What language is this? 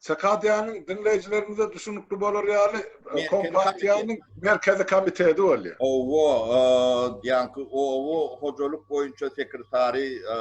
Turkmen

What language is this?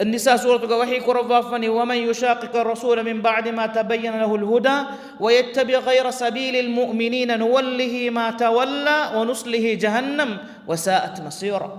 Divehi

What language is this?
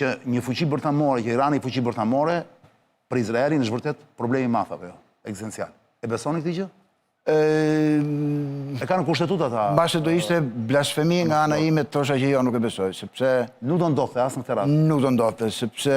Albanian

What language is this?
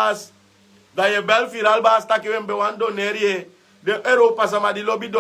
Sranan Tongo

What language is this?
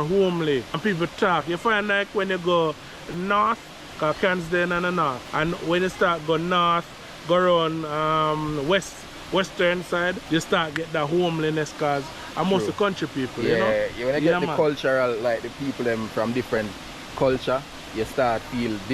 Jamaican Creole English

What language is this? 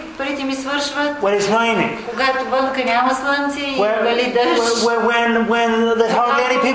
Bulgarian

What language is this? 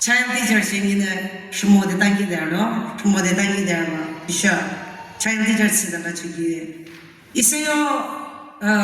Yimchungru Naga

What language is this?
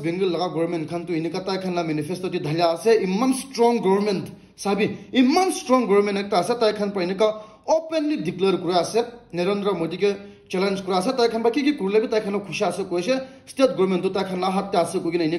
Naga Pidgin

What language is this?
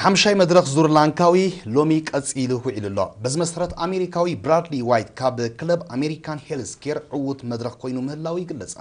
Tigrinya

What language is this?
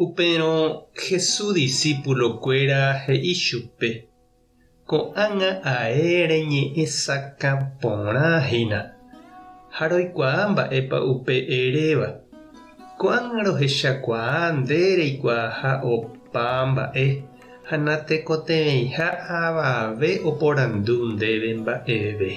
Guarani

